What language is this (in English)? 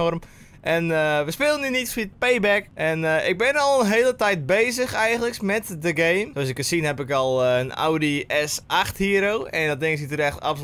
Dutch